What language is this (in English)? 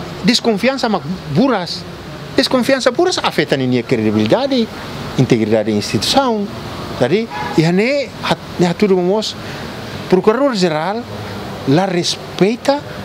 Tetum